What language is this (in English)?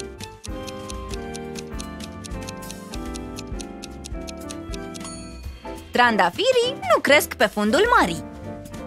Romanian